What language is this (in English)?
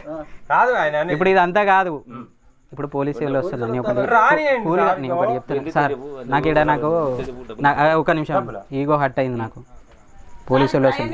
Telugu